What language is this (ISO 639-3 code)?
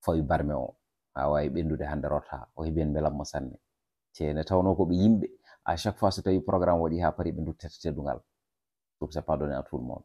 ful